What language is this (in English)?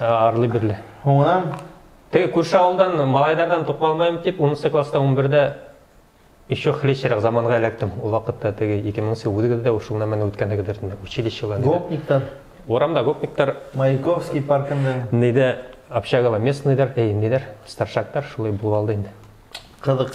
Bashkir